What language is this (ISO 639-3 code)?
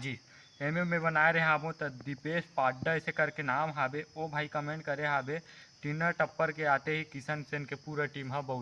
hne